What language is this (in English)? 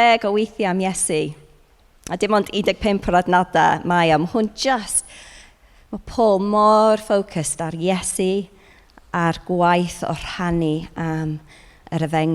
Welsh